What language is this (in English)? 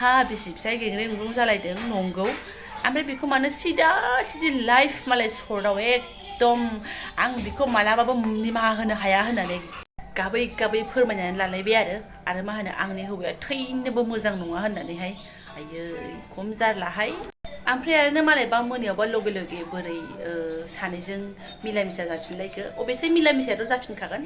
Bodo